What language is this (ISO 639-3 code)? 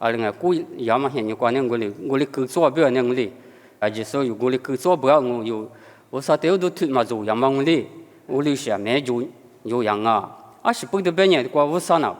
lis